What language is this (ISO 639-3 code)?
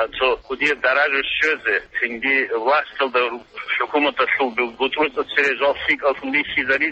ava